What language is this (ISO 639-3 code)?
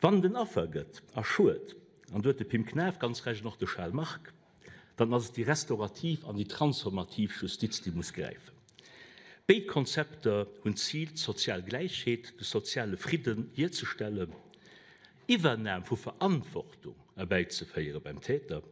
ltz